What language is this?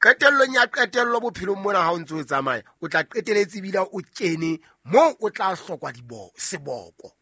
Southern Sotho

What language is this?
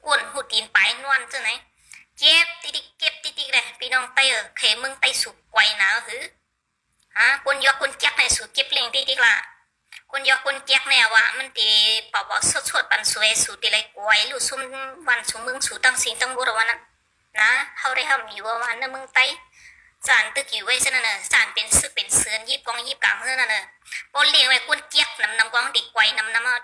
Shan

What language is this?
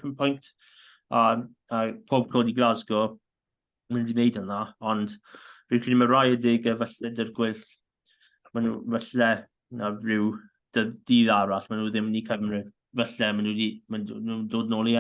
Welsh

